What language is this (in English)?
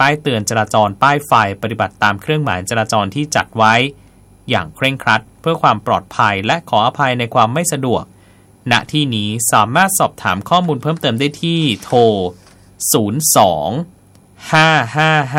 Thai